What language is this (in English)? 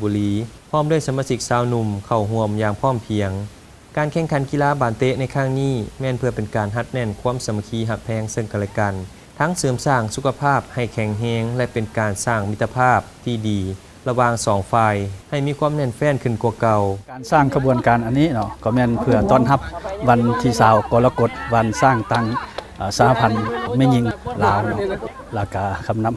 Lao